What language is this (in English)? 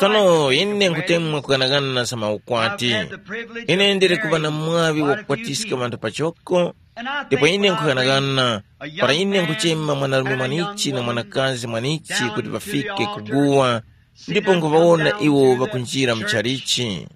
Tumbuka